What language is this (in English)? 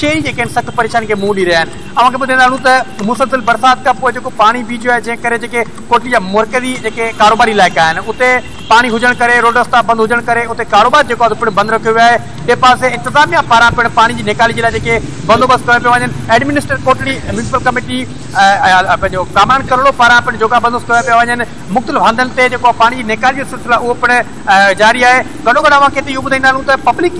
Sindhi